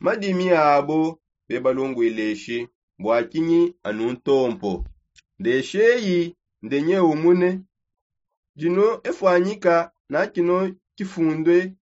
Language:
Songe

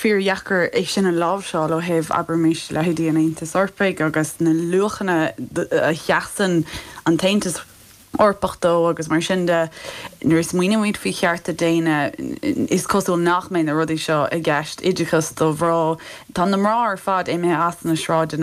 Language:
Irish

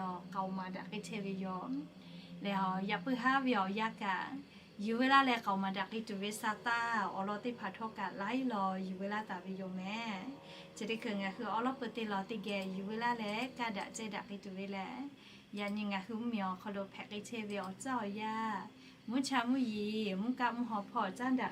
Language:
Lahu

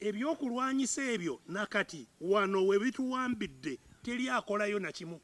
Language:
Ganda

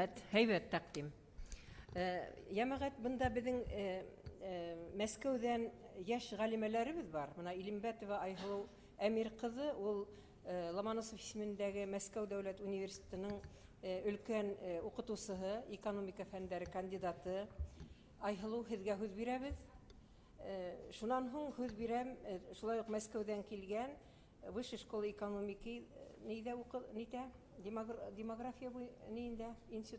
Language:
Bashkir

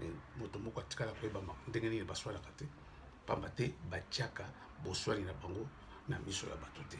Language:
Lingala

